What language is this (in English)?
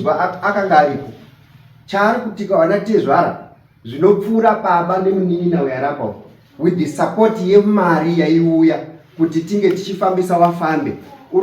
Shona